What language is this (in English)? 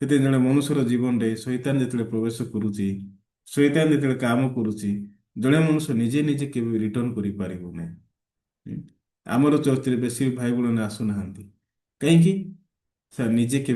Odia